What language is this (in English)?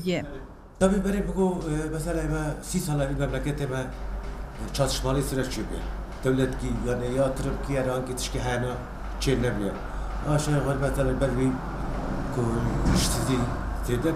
Kurdish